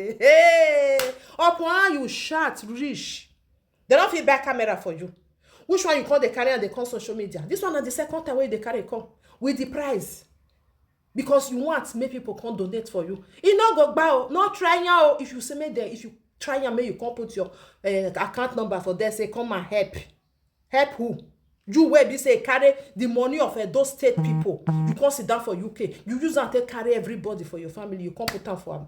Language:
Nigerian Pidgin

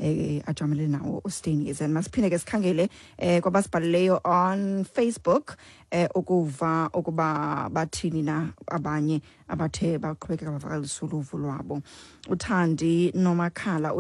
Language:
Xhosa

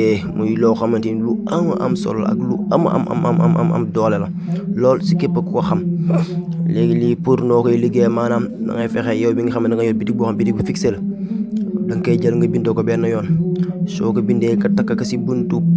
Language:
Wolof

